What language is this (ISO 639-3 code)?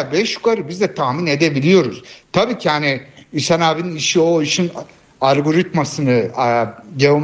tur